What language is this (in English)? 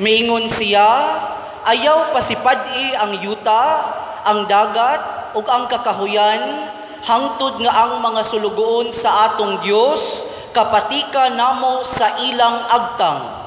Cebuano